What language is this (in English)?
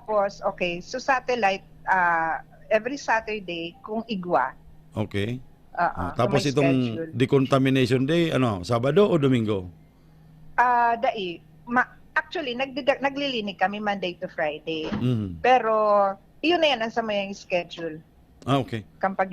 Bikol